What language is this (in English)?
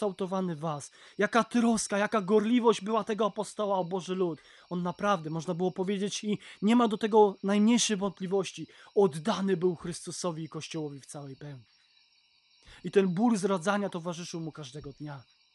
Polish